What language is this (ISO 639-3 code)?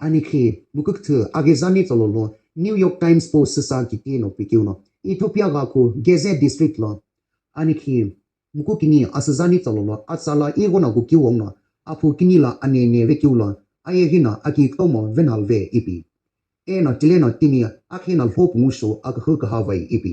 nsm